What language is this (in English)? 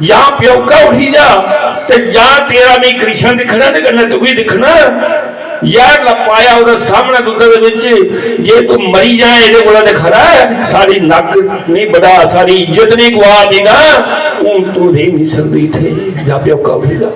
Dogri